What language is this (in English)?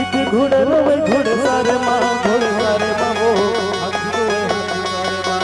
Chhattisgarhi